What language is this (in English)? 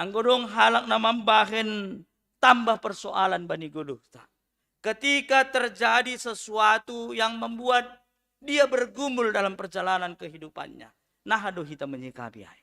Batak Simalungun